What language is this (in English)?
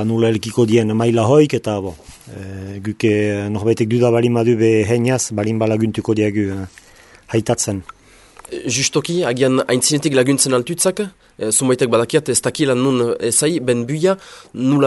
Basque